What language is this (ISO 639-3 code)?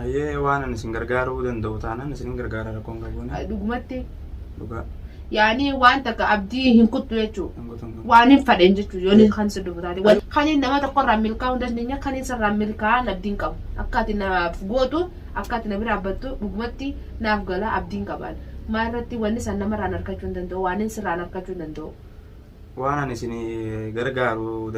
orm